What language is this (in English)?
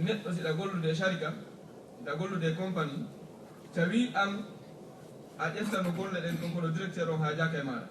Fula